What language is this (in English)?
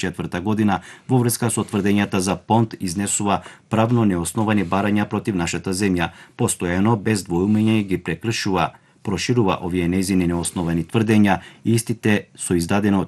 Macedonian